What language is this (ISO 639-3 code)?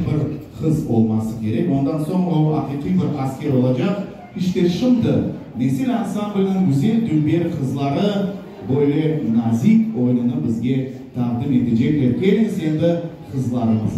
crh